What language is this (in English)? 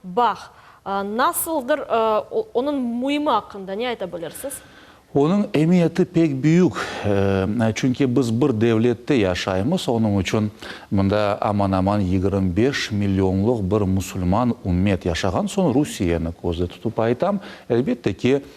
Crimean Tatar